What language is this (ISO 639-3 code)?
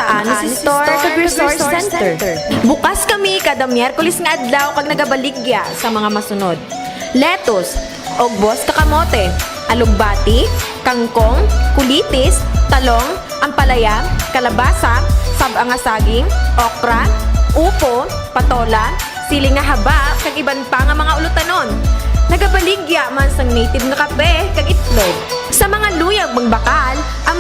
hil